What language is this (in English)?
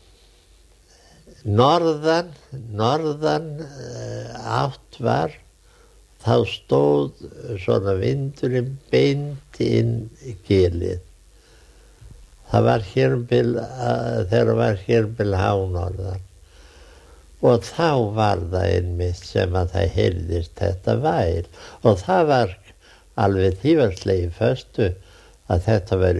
Icelandic